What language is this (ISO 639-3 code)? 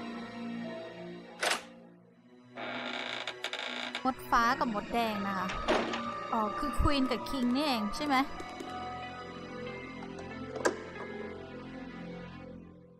tha